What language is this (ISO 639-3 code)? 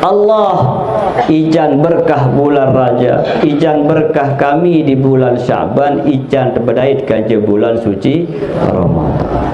sas